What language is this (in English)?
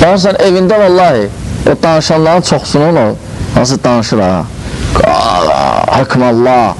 Azerbaijani